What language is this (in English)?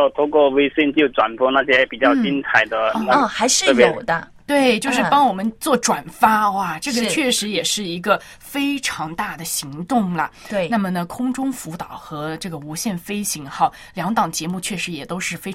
Chinese